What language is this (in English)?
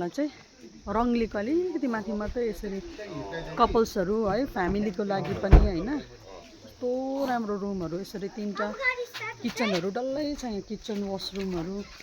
Nepali